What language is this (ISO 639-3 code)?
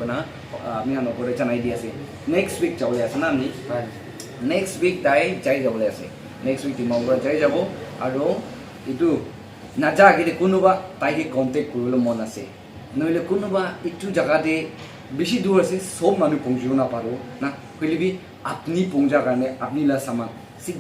nag